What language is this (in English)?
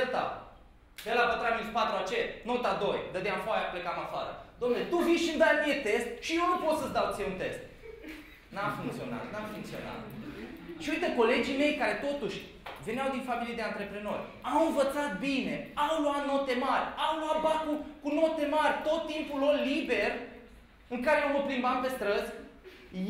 Romanian